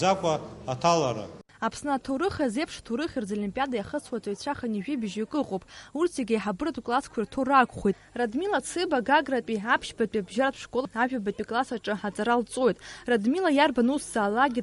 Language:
Abkhazian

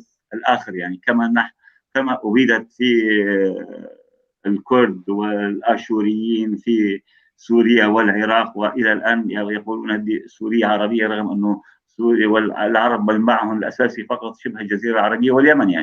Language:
North Levantine Arabic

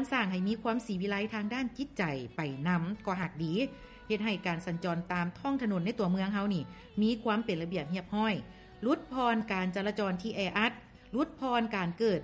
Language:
Lao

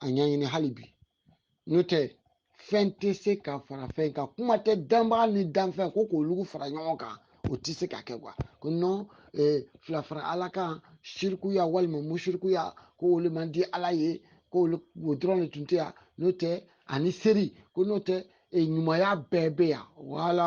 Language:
Bambara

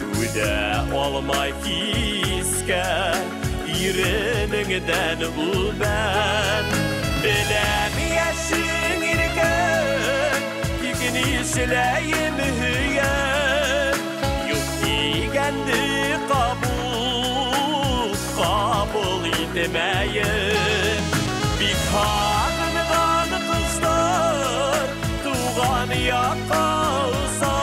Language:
Bashkir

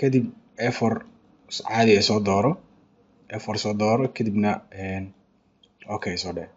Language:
Somali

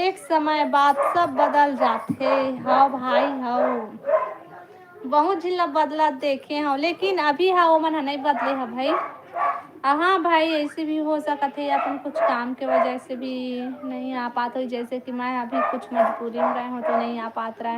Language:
Chhattisgarhi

